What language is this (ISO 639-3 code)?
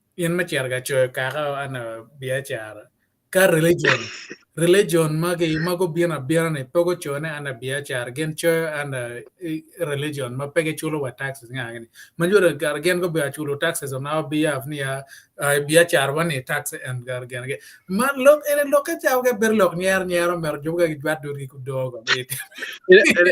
ach